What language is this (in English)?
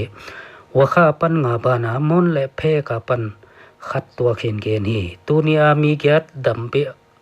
Paite Chin